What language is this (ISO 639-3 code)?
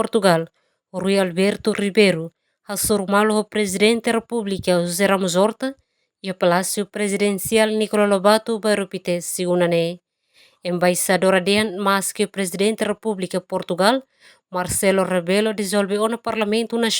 tet